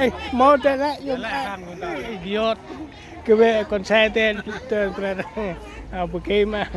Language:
Central Mnong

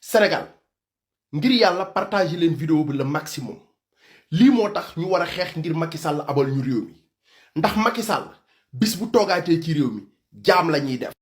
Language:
Wolof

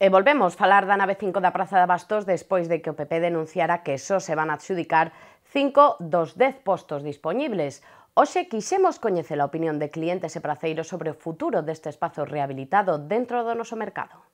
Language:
Galician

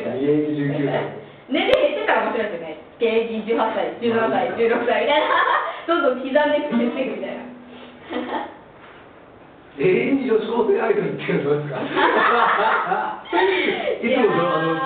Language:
Japanese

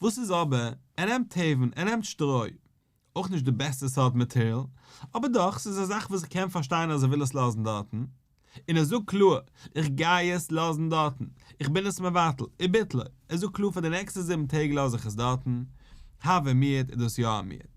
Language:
Yiddish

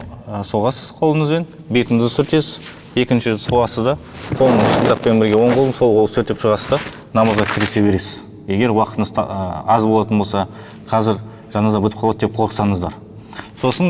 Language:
Kazakh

